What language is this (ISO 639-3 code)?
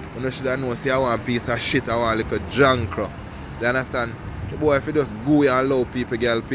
jam